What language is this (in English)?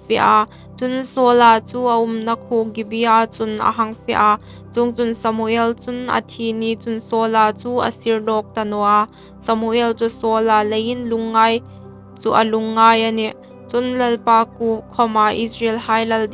Hmar